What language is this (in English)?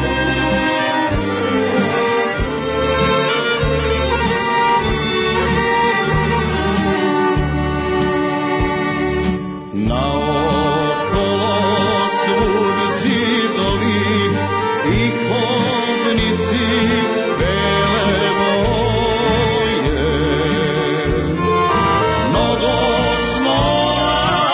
Serbian